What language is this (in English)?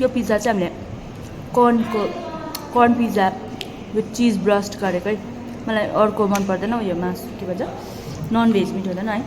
Nepali